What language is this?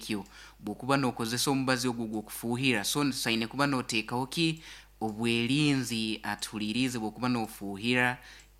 Nyoro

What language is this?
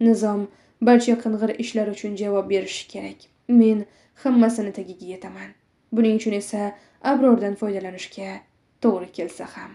Uzbek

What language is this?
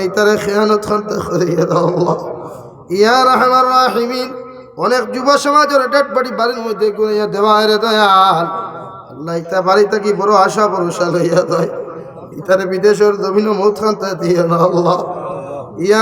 Sylheti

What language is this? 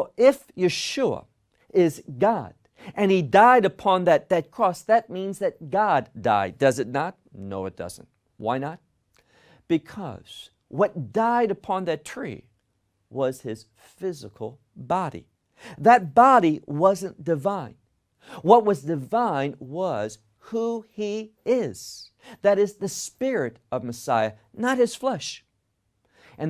English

